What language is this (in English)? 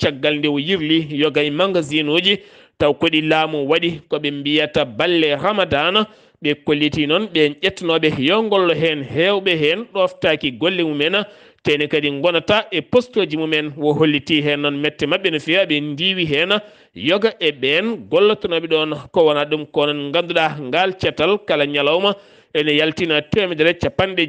Fula